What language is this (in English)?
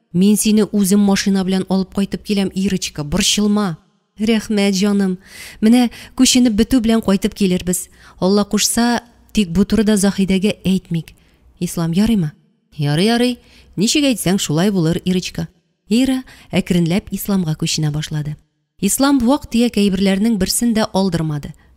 Tatar